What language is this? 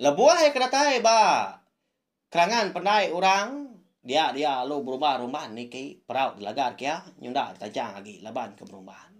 Iban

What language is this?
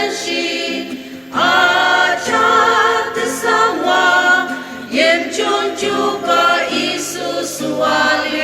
Ao Naga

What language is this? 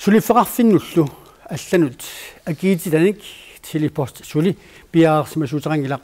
Kalaallisut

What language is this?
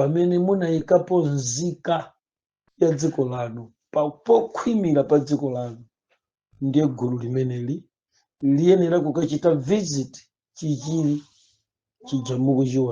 Nyanja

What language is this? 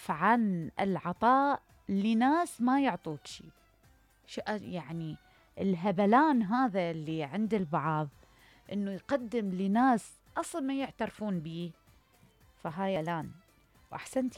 Mesopotamian Arabic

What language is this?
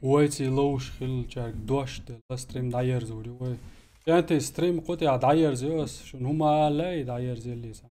Chechen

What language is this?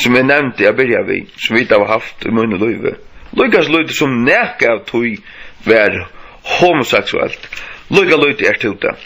Faroese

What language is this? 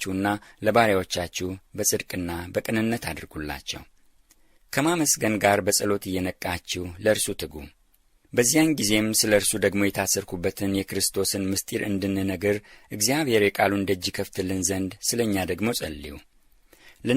Amharic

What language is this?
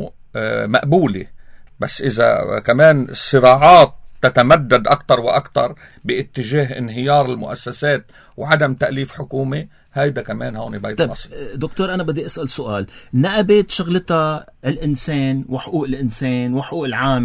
North Levantine Arabic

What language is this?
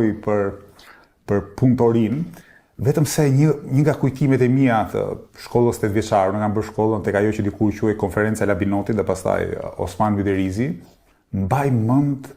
Albanian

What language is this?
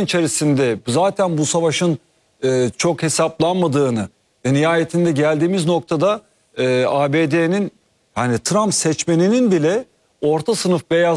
Turkish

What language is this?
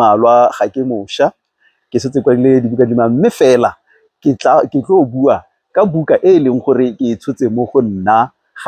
Tswana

